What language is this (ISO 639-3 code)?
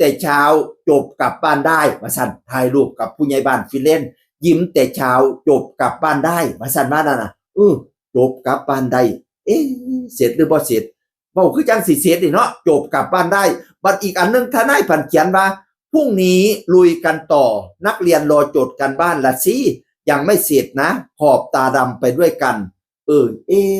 tts